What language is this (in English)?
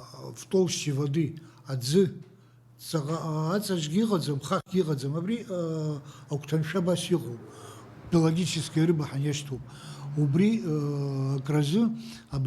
Abkhazian